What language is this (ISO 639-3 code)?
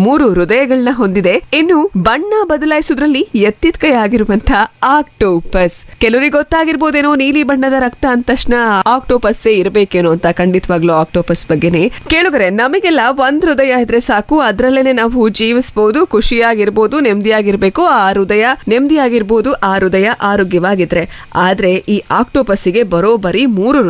kan